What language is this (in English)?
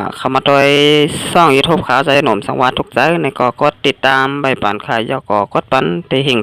Shan